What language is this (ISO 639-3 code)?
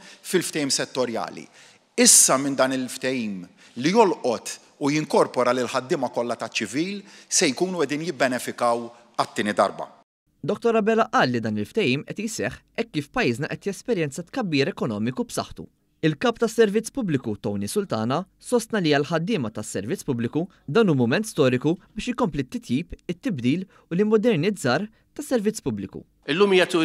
mlt